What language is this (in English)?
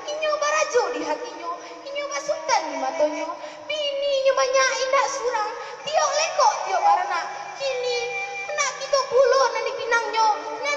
Minangkabau